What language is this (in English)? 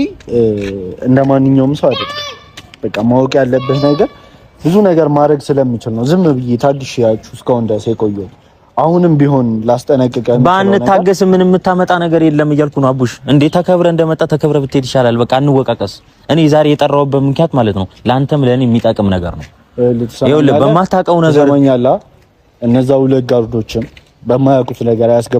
Amharic